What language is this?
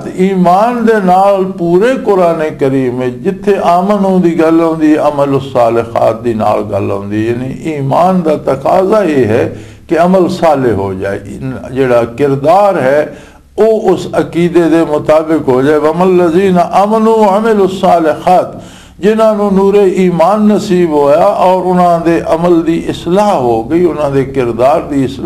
Western Panjabi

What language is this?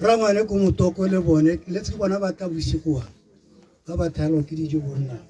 Tswana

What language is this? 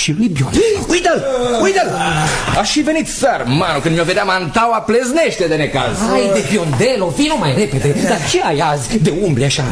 Romanian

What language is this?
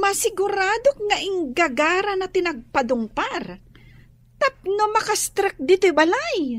Iloko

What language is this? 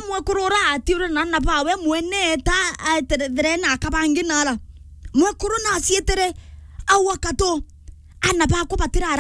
Meru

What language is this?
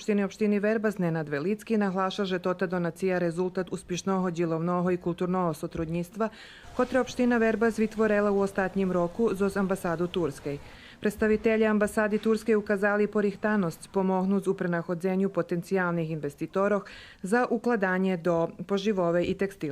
Rusyn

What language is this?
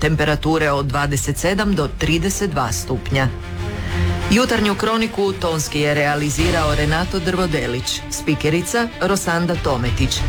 Croatian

